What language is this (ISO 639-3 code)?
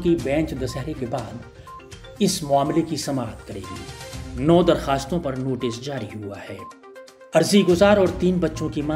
urd